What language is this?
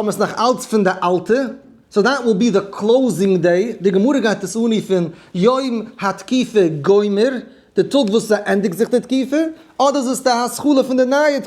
Yiddish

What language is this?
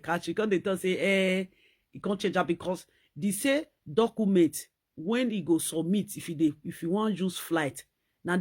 Nigerian Pidgin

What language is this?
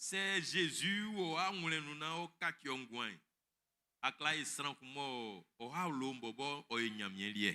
Baoulé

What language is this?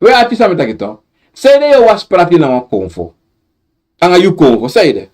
Sranan Tongo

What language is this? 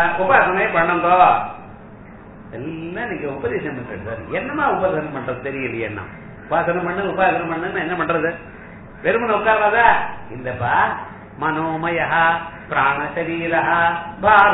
Tamil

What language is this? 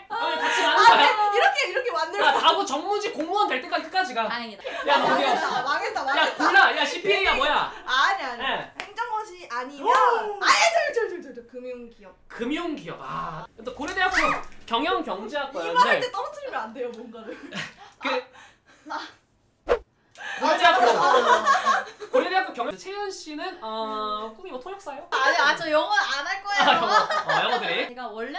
Korean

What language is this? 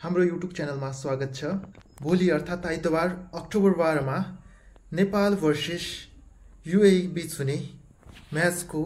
Nepali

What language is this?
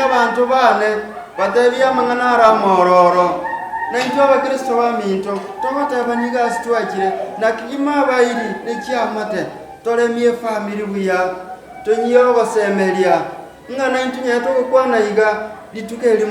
Gusii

